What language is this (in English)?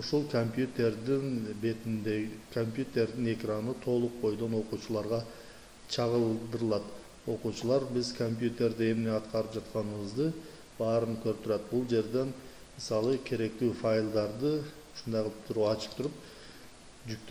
Kyrgyz